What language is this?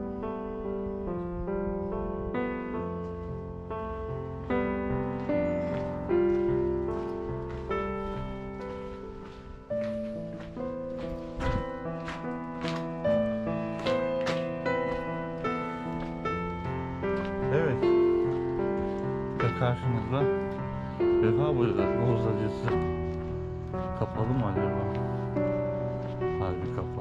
Turkish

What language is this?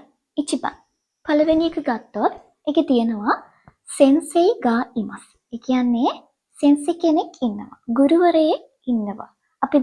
Sinhala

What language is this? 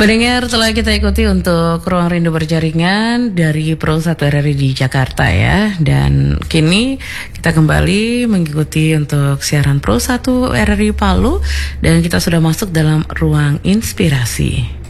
Indonesian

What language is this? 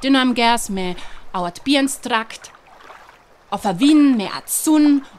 Northern Frisian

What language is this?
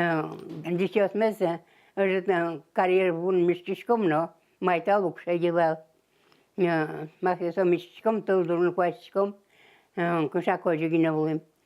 Udmurt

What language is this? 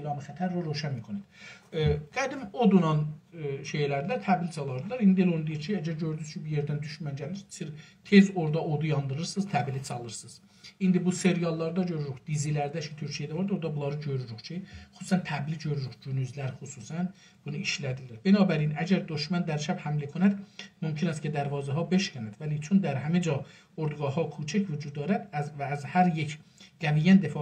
South Azerbaijani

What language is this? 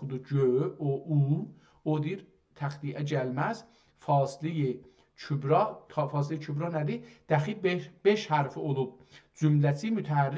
South Azerbaijani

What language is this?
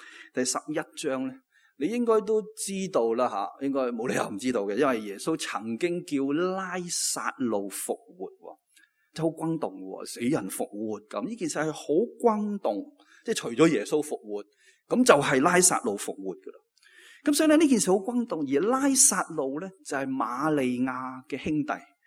Cantonese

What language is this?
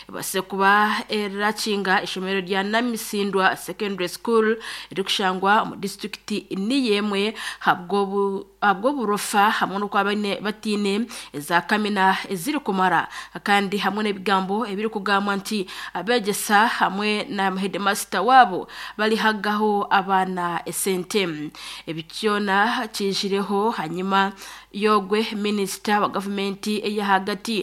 Nyankole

